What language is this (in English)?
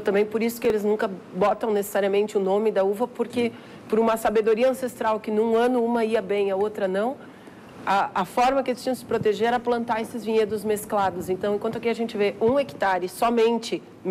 Portuguese